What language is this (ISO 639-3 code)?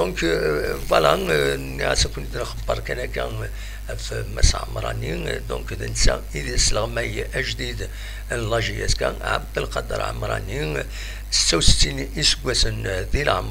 kab